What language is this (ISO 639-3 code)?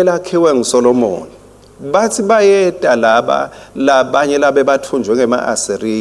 ssw